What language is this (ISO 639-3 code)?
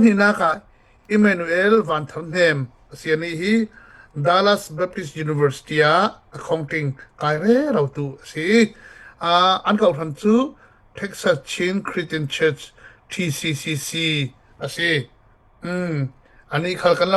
cfm